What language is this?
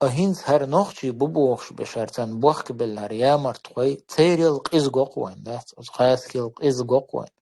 Chechen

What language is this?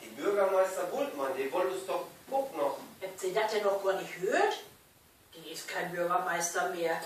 Low German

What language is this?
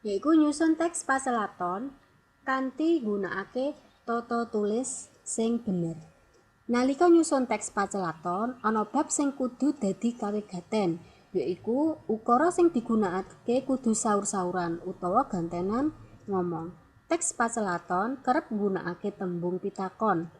Javanese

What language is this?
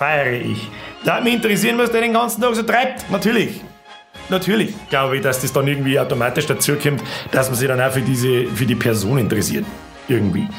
Bavarian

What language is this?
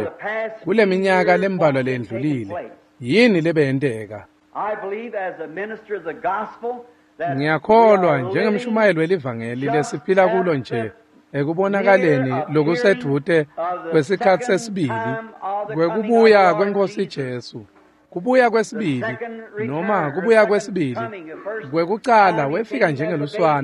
Swati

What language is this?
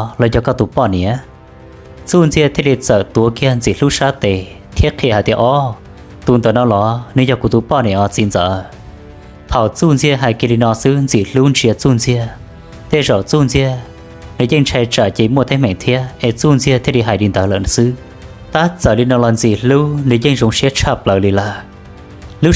Hmong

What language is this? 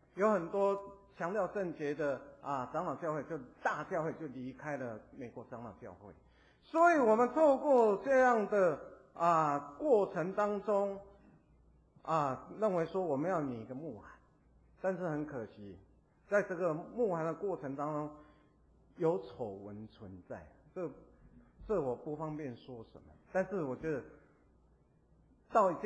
Chinese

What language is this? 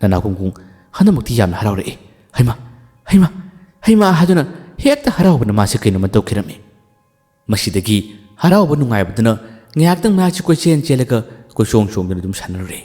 Manipuri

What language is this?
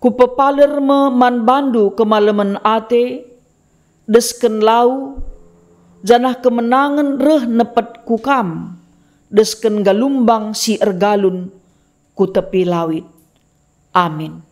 Batak Karo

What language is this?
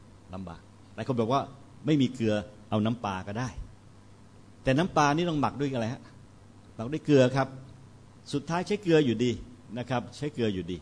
Thai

